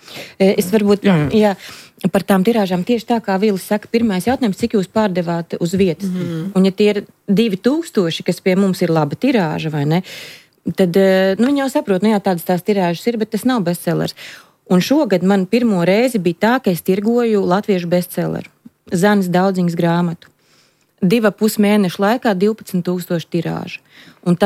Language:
Latvian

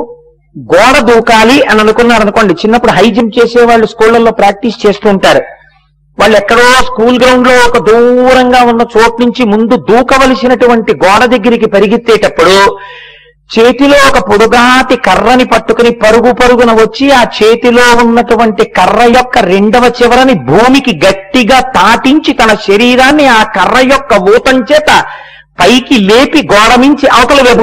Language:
Telugu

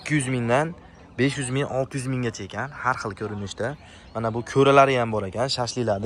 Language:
Uzbek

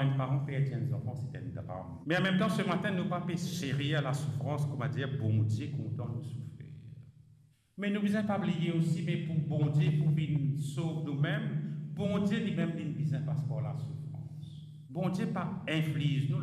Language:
Morisyen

